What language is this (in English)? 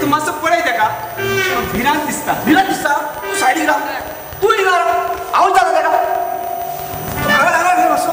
Konkani